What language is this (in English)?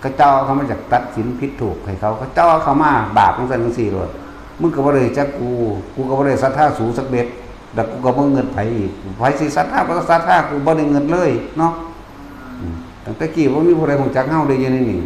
Northeastern Thai